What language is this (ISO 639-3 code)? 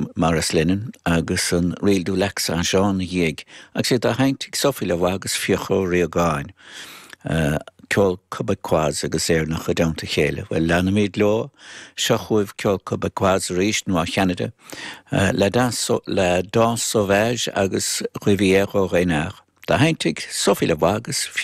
gle